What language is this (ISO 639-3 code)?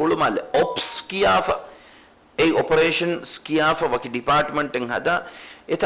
div